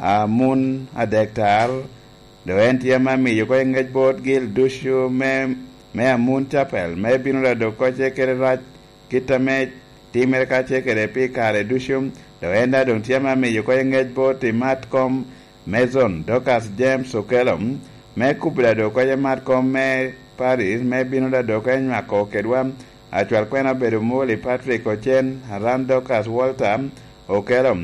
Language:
Lango (Uganda)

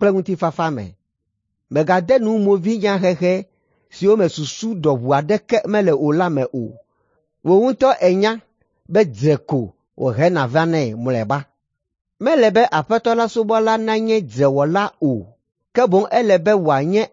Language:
Ewe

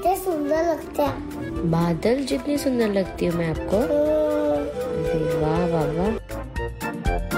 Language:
Hindi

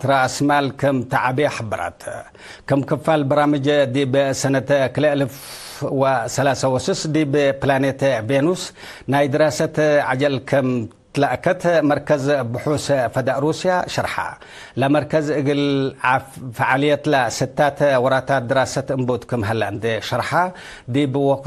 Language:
Tigre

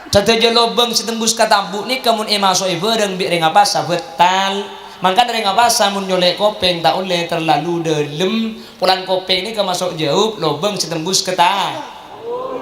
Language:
Madurese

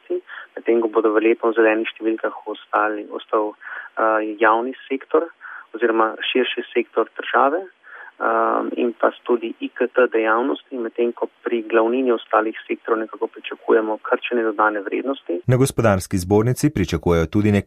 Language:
Slovenian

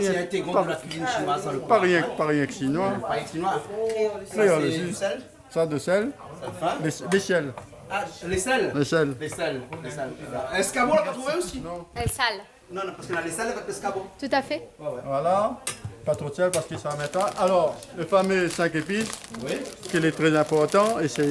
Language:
Réunion Creole French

